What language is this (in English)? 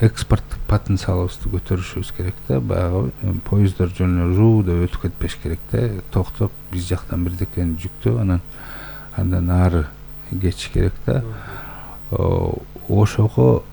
Kyrgyz